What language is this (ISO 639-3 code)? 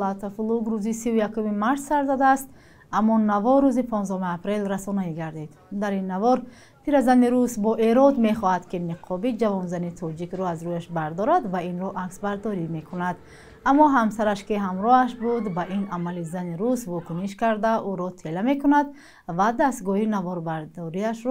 tgk